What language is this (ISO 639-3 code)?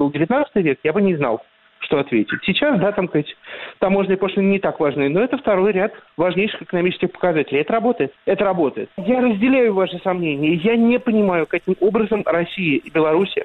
rus